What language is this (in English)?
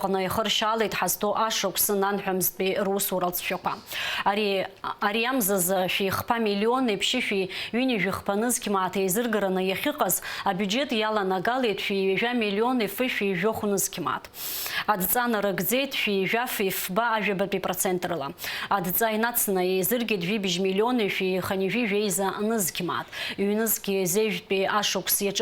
Abkhazian